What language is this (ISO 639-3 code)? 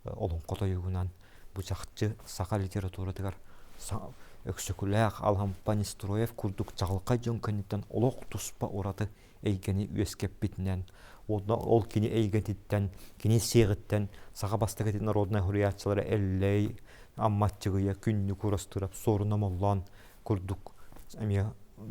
sah